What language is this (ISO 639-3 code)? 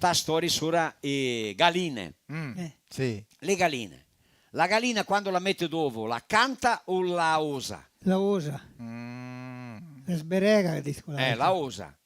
vec